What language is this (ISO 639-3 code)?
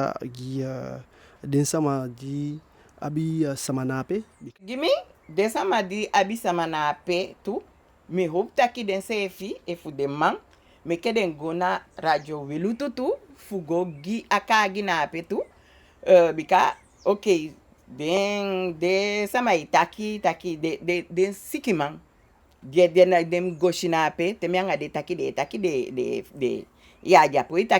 djk